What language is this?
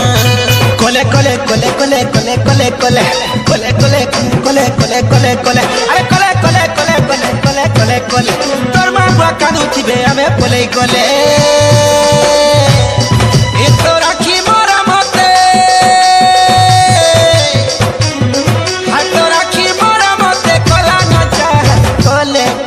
Sambalpuri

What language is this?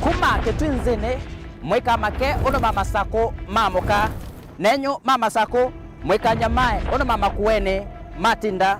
Kamba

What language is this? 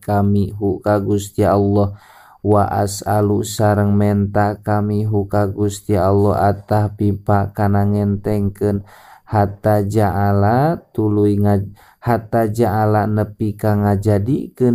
Sundanese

